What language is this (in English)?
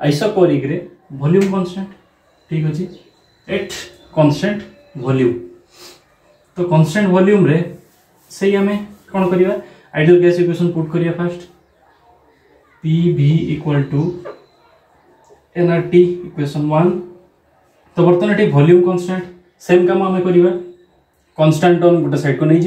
Odia